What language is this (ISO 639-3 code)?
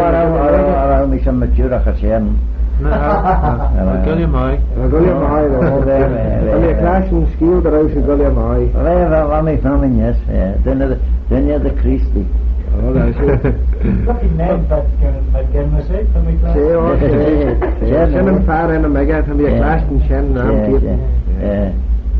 glv